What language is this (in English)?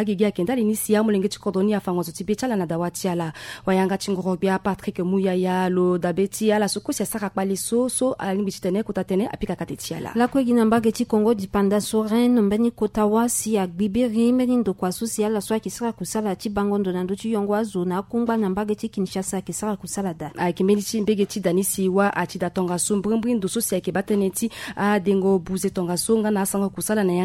Sango